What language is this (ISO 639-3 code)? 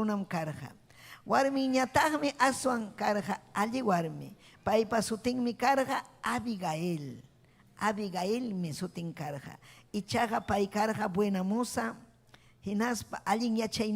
quy